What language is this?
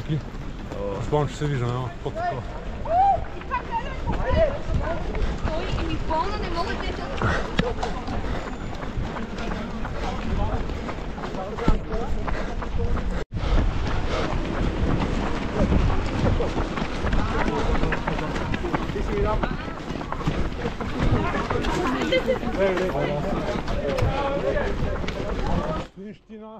Bulgarian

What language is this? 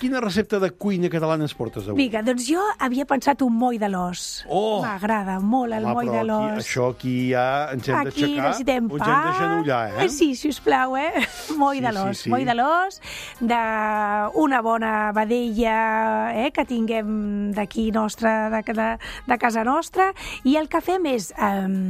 Catalan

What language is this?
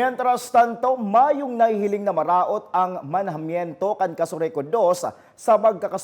Bikol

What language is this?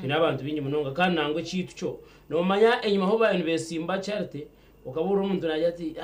Nyankole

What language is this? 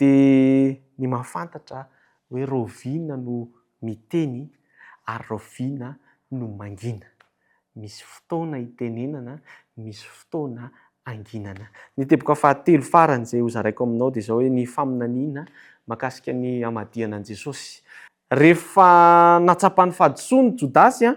Malagasy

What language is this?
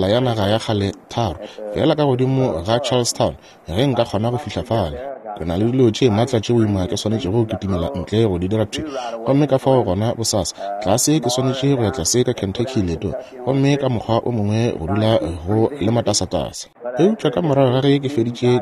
Northern Sotho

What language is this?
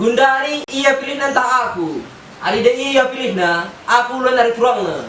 Batak Karo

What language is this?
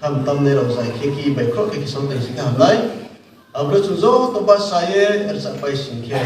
Riang (India)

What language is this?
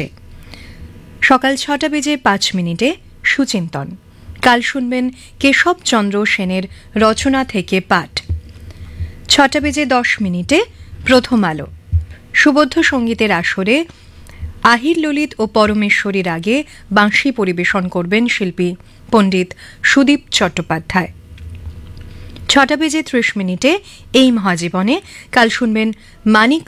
Bangla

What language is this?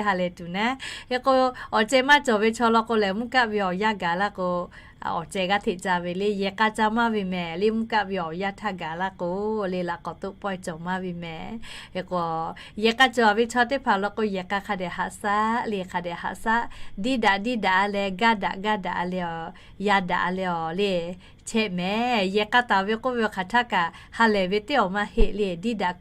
Lahu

